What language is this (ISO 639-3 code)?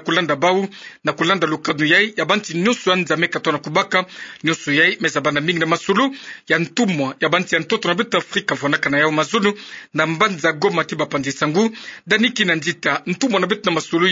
ktu